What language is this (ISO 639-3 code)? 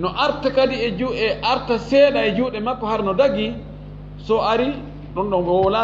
ful